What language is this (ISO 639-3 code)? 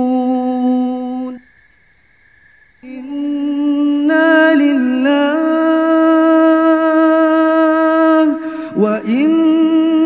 ara